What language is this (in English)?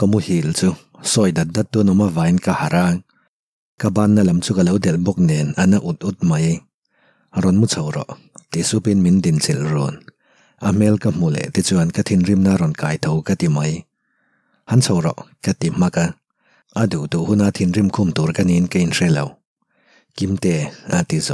Mizo